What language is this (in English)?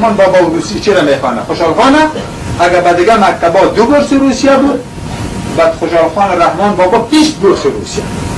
Persian